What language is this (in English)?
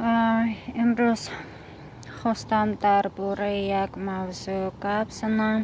Tajik